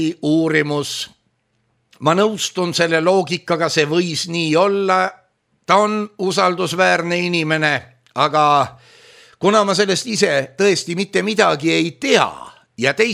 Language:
Estonian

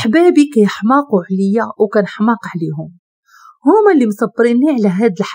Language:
Moroccan Arabic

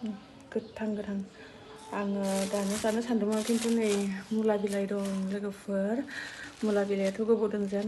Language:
Bodo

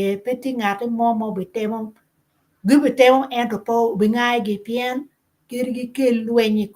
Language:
Acoli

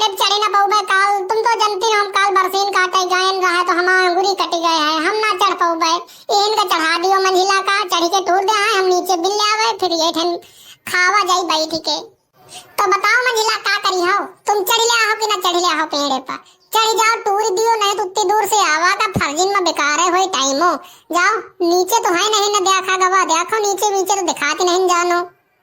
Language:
Awadhi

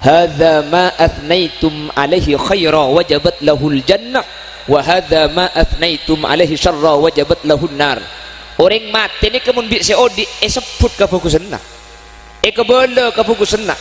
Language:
Madurese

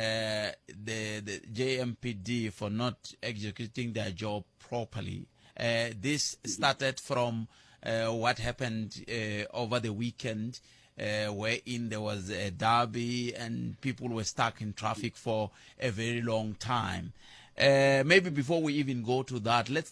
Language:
Tsonga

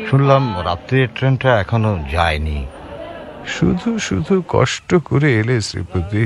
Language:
Bangla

